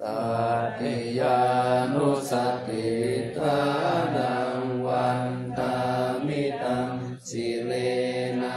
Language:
Pali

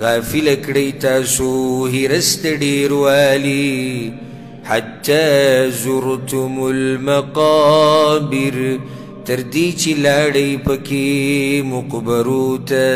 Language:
Pashto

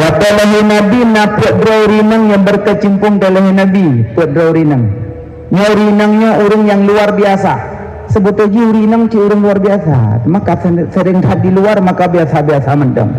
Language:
Achinese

